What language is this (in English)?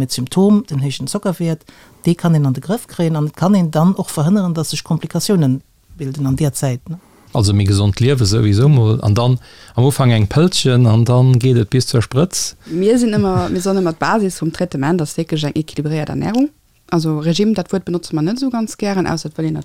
Luxembourgish